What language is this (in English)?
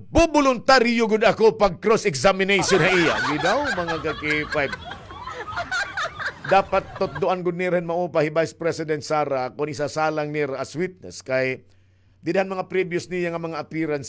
Waray